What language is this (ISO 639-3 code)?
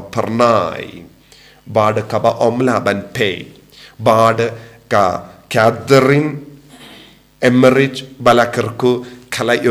kha